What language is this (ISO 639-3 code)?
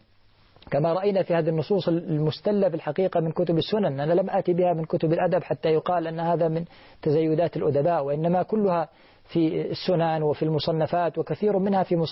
ara